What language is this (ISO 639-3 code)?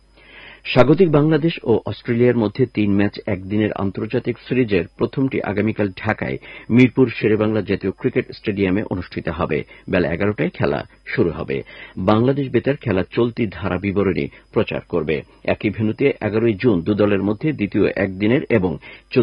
ben